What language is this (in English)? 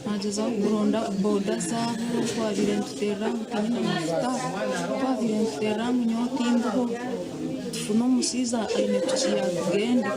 Nyankole